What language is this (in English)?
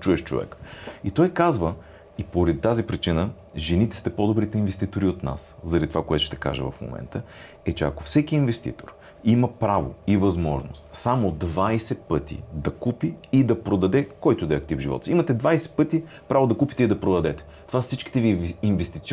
Bulgarian